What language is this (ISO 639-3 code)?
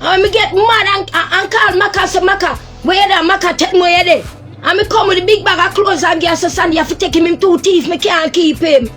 jam